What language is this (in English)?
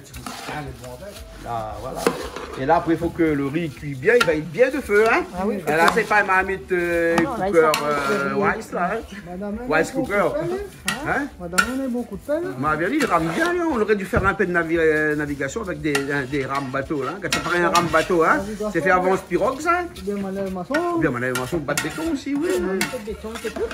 Réunion Creole French